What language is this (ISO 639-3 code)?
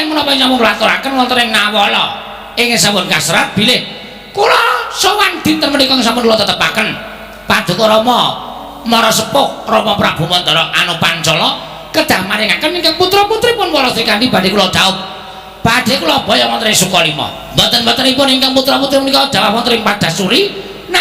jav